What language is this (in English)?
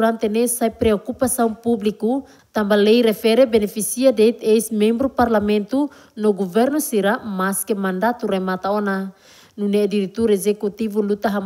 Tetum